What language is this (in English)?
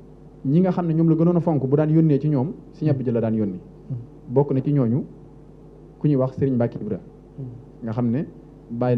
Wolof